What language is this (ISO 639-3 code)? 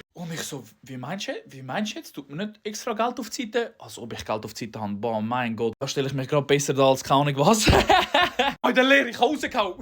gsw